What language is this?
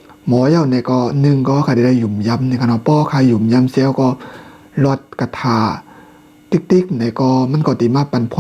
Shan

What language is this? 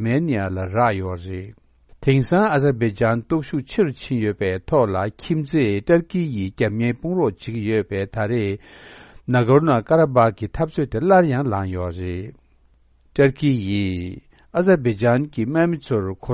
Tibetan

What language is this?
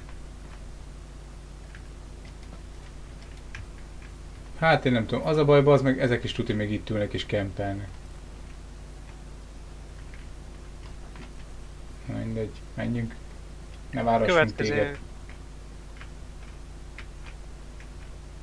Hungarian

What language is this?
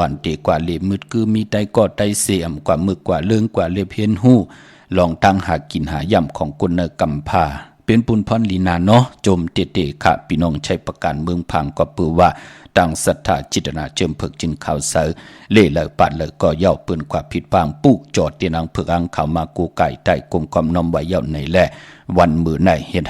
Shan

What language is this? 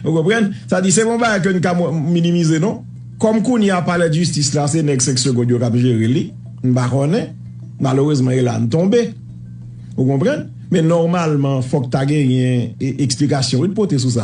Haitian Creole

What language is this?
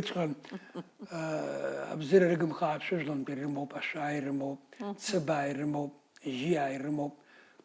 Abkhazian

